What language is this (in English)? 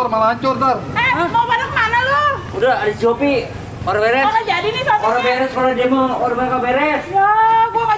Betawi